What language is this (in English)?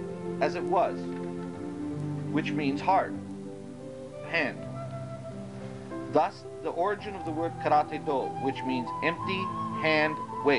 English